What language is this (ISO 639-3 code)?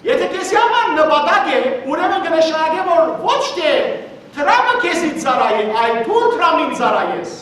hyw